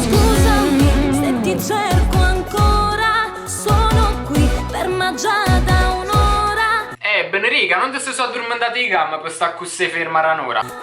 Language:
Neapolitan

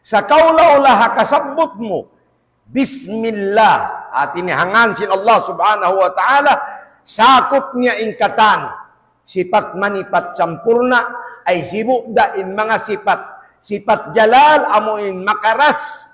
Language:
Tausug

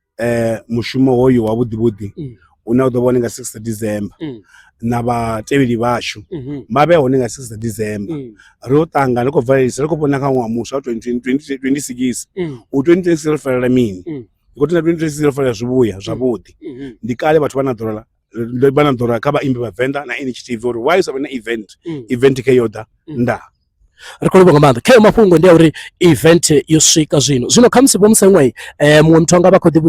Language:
Venda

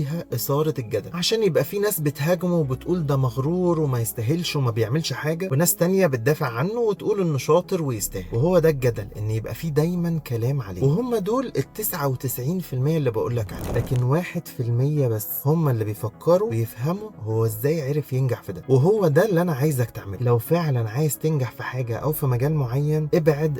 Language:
Egyptian Arabic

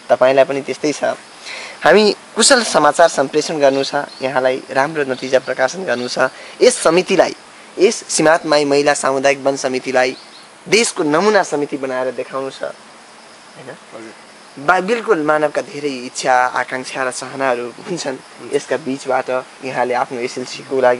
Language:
Nepali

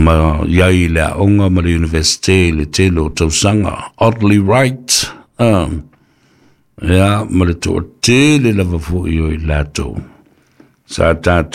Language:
Samoan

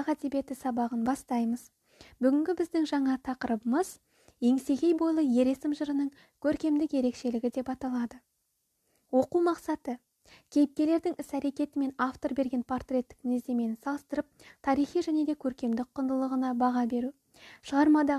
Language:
Kazakh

